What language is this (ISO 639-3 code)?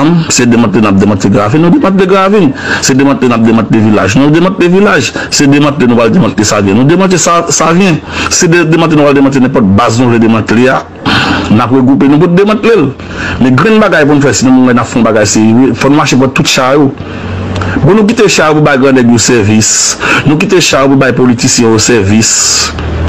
hat